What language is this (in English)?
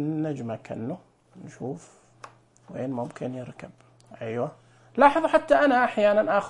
Najdi Arabic